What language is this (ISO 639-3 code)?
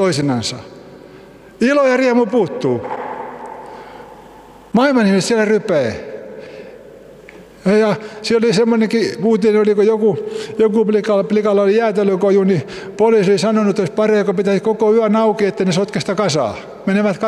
fin